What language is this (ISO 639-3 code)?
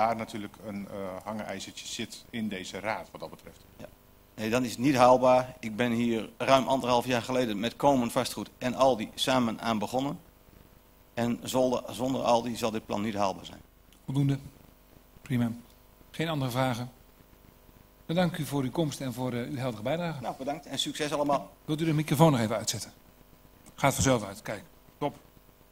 nld